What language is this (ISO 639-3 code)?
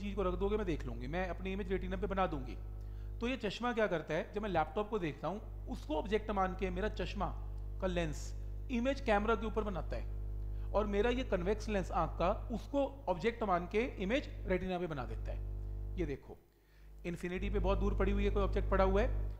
hin